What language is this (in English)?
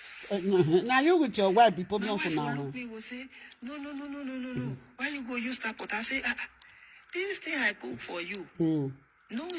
Nigerian Pidgin